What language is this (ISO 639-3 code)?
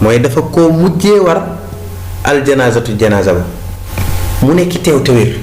wol